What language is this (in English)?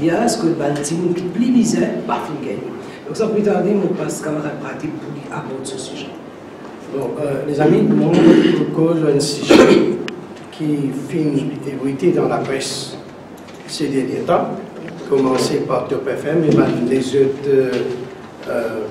Morisyen